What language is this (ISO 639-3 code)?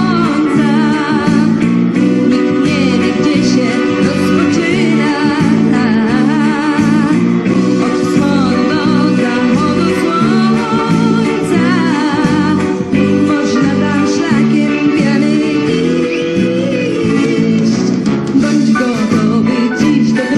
pol